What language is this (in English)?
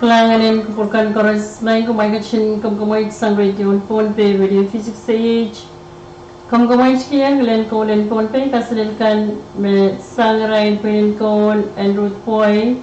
Pohnpeian